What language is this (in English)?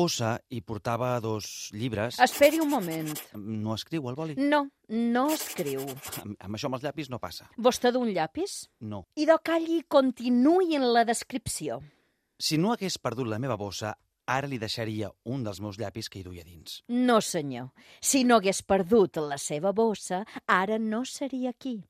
Catalan